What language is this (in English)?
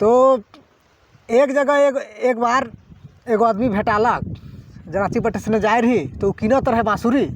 Sadri